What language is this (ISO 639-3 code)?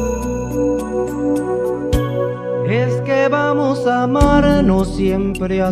spa